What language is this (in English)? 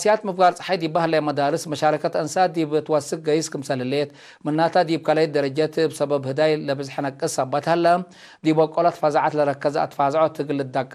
Tigre